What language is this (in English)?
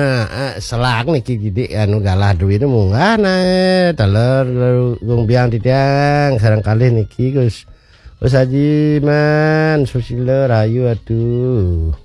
Balinese